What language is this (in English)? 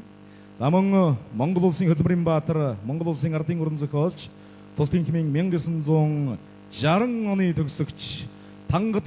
Mongolian